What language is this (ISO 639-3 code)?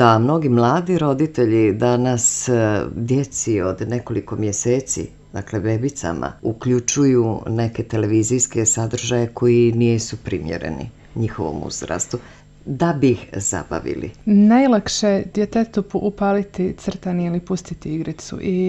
hrv